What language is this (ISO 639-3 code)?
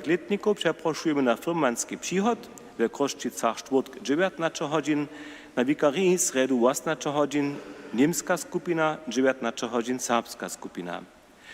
hsb